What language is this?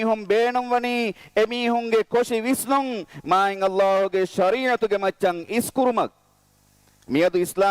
Divehi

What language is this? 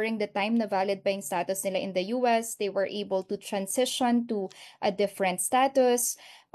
Filipino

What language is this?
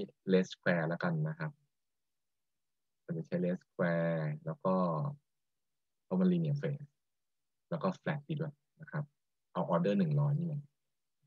Thai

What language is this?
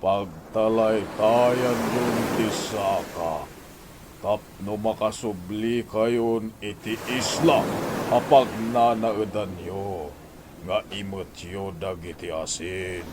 Iloko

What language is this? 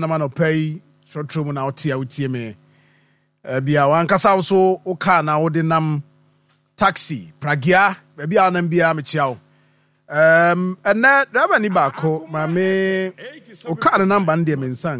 Akan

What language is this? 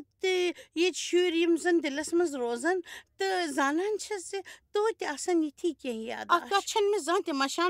Kashmiri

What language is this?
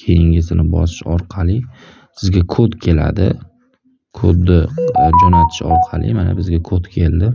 Uzbek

